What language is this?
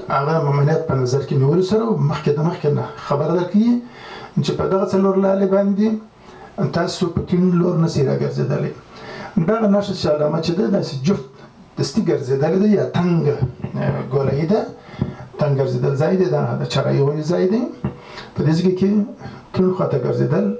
Pashto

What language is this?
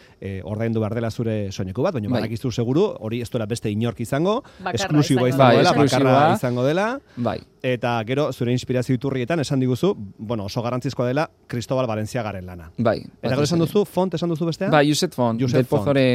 Basque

